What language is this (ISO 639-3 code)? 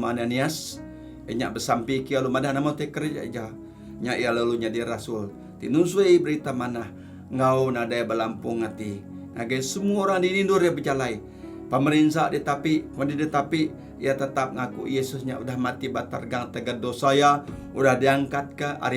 iba